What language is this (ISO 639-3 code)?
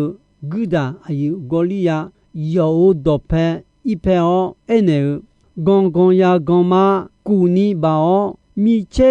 ahk